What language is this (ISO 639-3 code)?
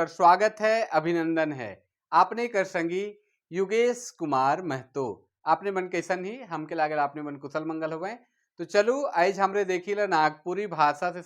sck